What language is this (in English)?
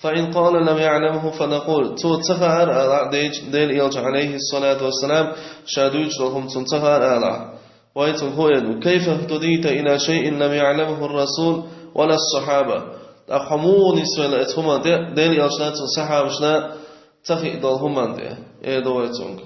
Chechen